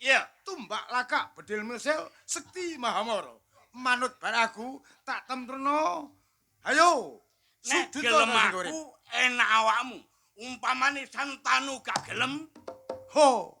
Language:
Javanese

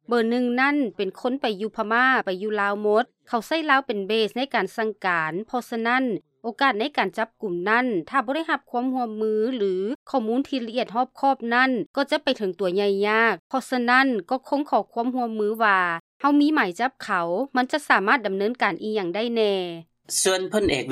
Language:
Lao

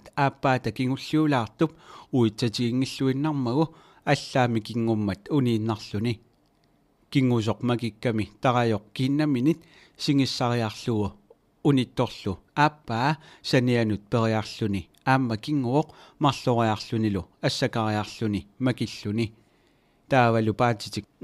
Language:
Kalaallisut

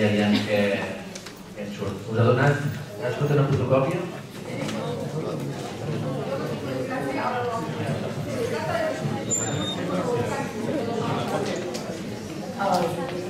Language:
Catalan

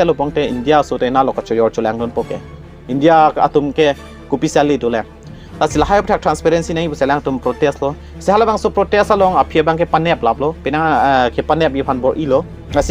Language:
Karbi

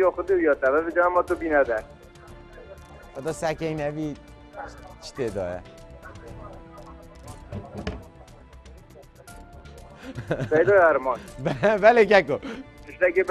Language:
Kurdish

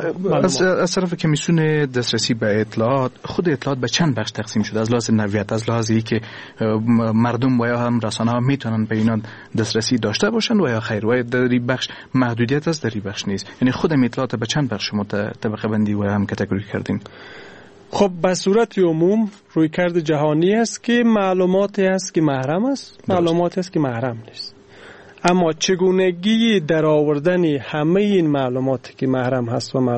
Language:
Persian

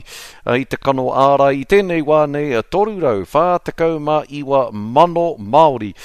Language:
Māori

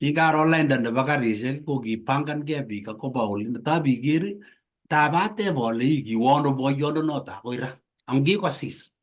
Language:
Kalenjin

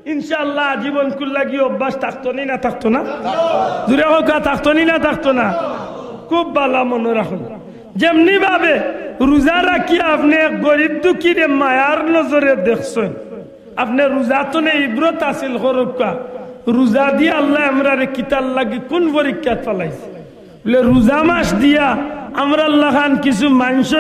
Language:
Sylheti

